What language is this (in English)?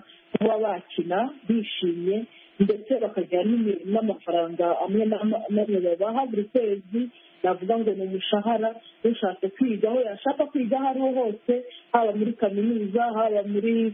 Kinyarwanda